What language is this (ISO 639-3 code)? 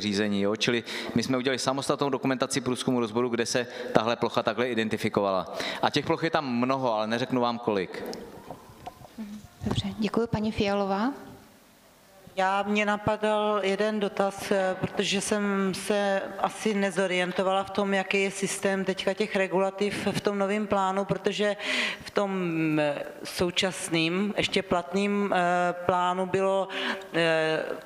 ces